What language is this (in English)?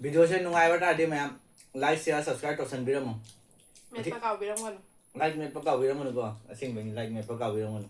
Manipuri